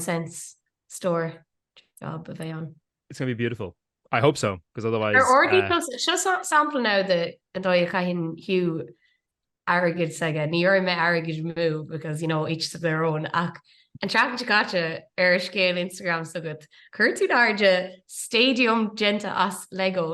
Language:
Irish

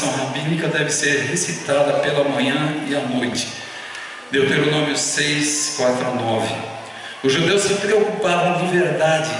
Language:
Portuguese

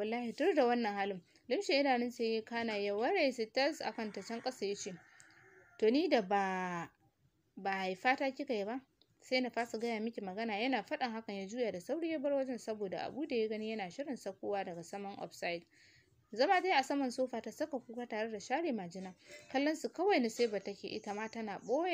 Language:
Hausa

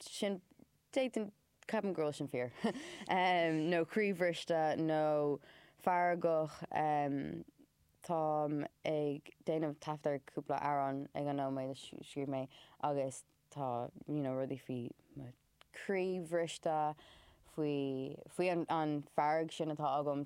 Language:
Irish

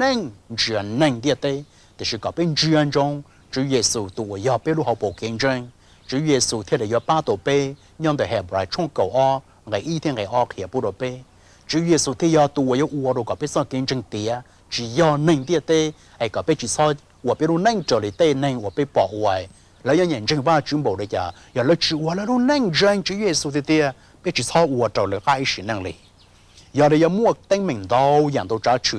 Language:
Hmong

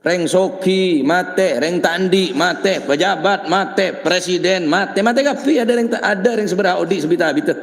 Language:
Madurese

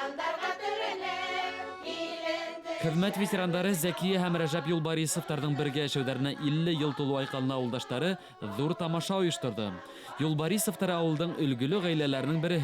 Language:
Bashkir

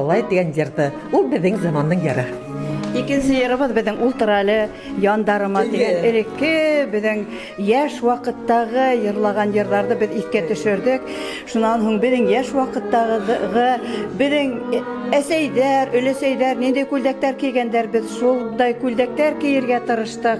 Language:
Bashkir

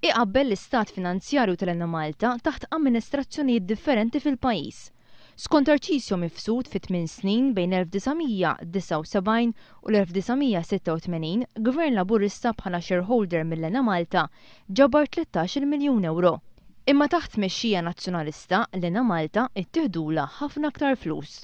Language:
Maltese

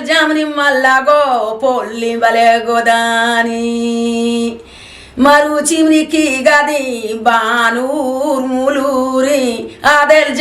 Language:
Eastern Balochi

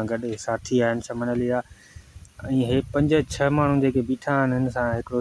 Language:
Sindhi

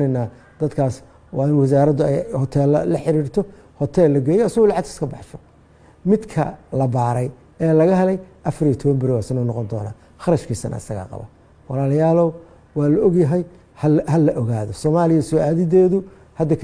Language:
Somali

